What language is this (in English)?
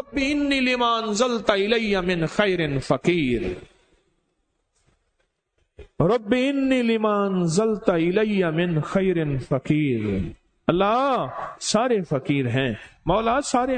Urdu